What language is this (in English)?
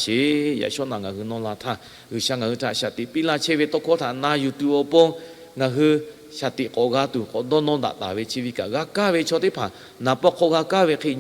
Lahu